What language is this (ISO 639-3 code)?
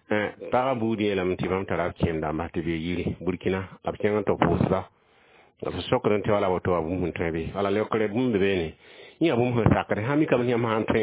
mos